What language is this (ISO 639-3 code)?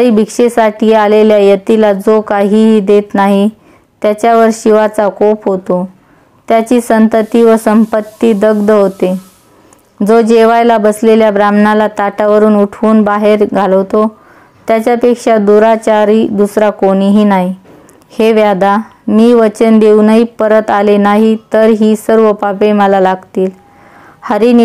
mar